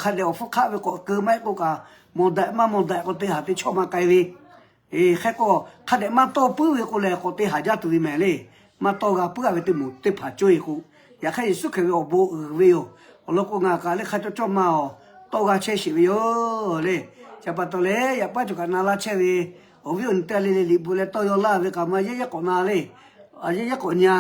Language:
Lahu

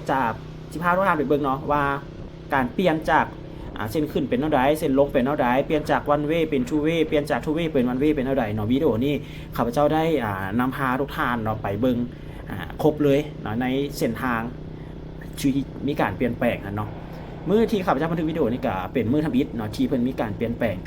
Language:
Lao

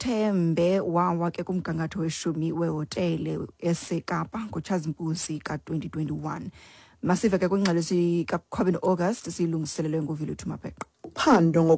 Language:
Xhosa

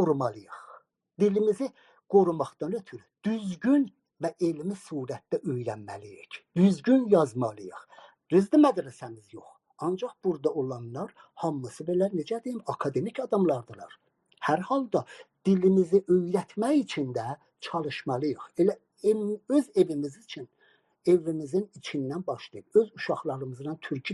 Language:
South Azerbaijani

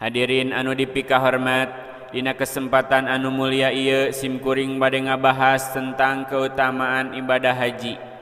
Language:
Sundanese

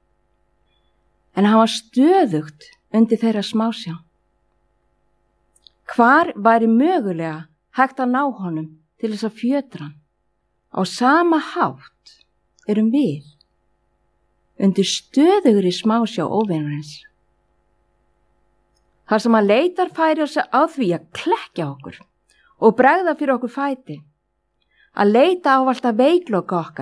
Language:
Icelandic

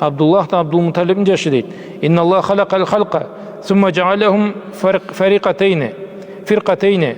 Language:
Karachay-Balkar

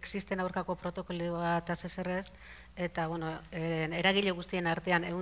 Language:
Basque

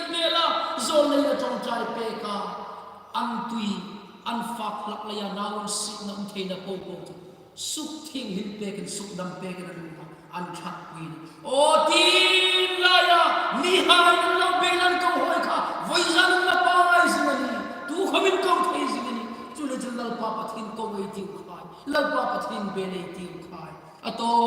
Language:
Hmar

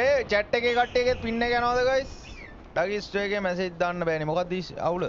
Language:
Sinhala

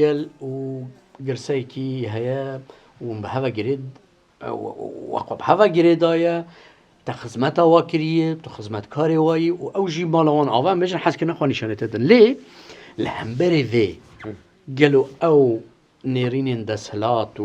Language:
Kurdish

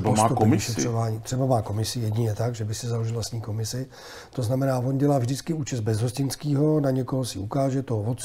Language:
Czech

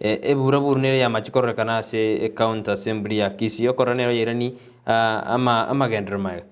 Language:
Gusii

